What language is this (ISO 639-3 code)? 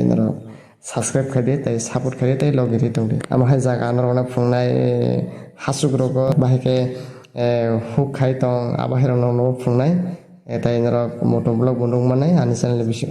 trp